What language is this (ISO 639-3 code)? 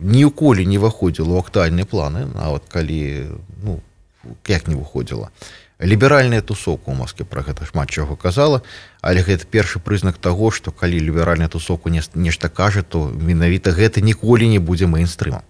bel